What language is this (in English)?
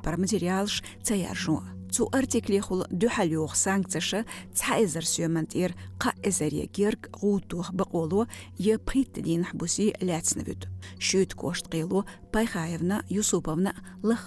Chechen